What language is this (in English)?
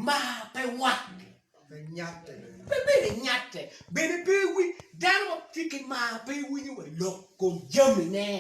Acoli